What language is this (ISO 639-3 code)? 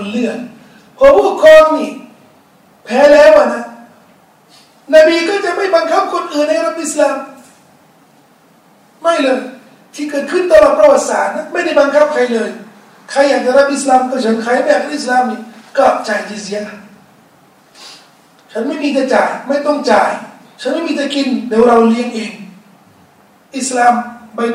tha